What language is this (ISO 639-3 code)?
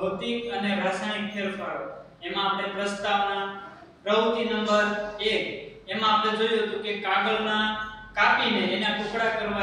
guj